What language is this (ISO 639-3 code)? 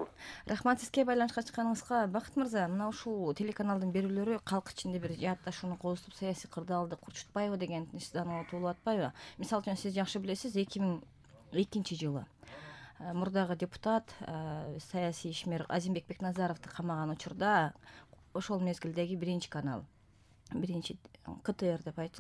kir